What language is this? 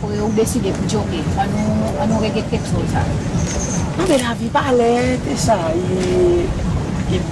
Seselwa Creole French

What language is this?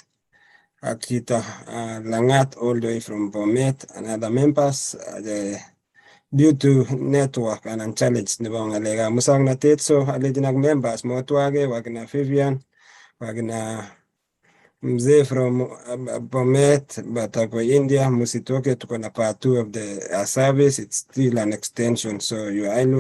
Kalenjin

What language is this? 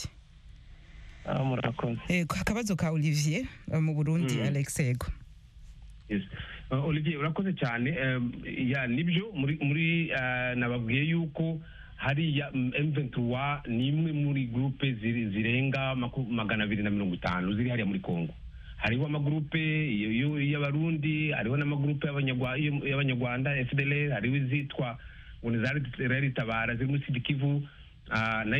Kinyarwanda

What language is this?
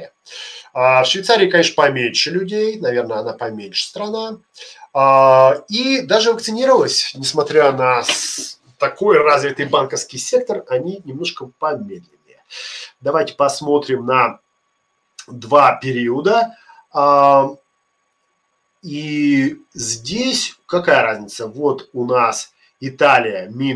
Russian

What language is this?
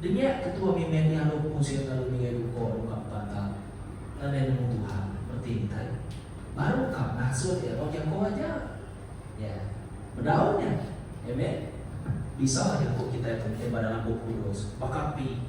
Iban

